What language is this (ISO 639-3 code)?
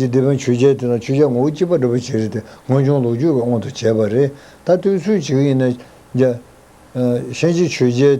bod